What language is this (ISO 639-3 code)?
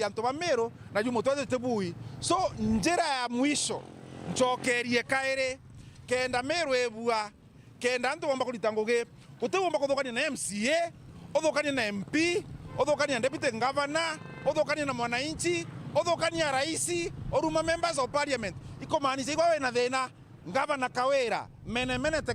mer